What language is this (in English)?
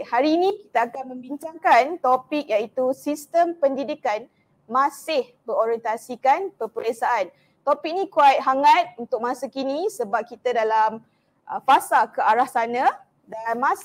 Malay